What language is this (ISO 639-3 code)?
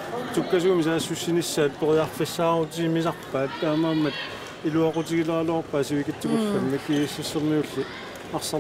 kal